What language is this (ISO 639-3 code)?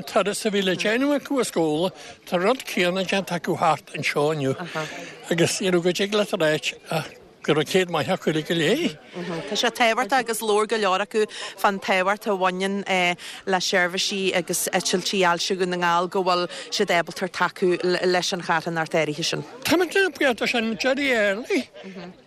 gle